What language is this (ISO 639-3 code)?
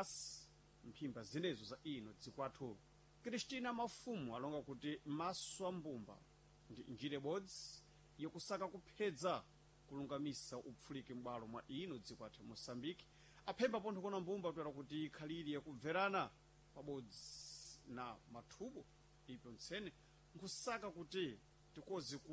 seh